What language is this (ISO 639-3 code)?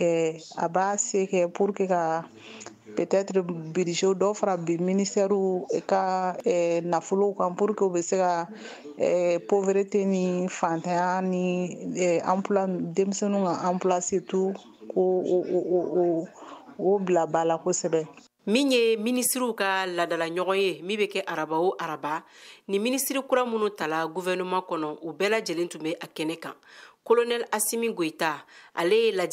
bam